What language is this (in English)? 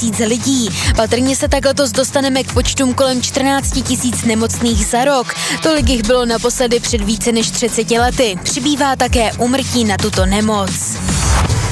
Czech